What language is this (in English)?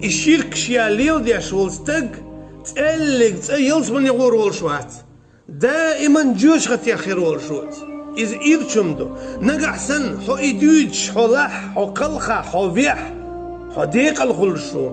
Chechen